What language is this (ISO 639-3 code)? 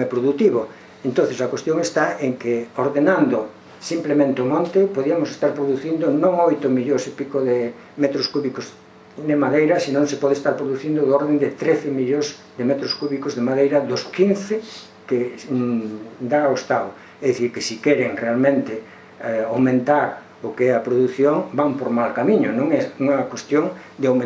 glg